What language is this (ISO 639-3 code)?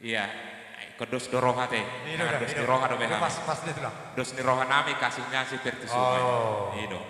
bbc